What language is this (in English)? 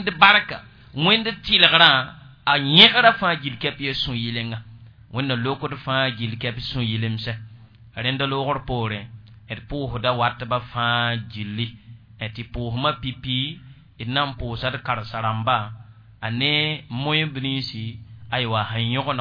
Mossi